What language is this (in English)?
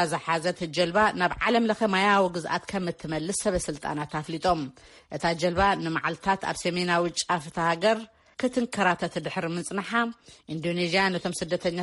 Tigrinya